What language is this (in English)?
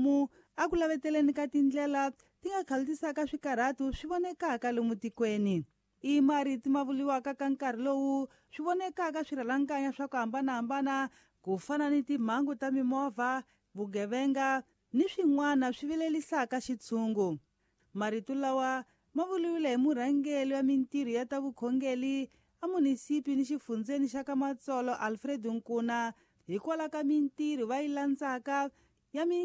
Tsonga